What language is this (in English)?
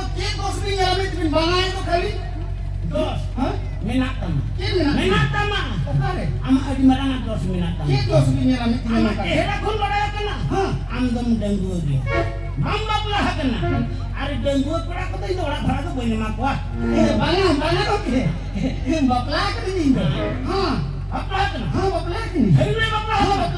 Santali